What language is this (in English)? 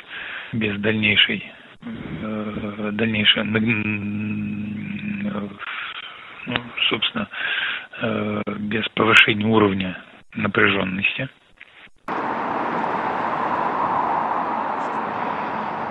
Russian